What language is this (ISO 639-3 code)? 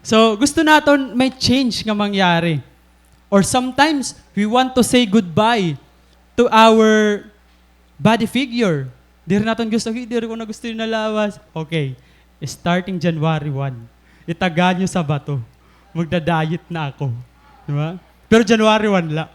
war